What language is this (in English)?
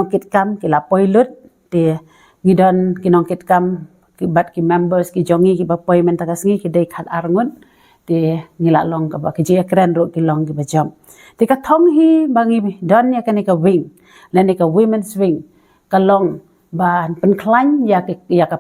Khasi